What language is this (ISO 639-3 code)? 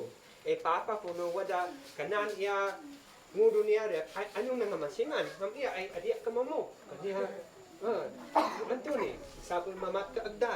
isd